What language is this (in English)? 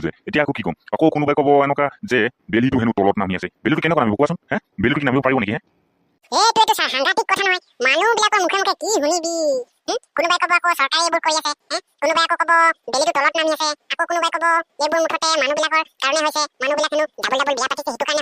Assamese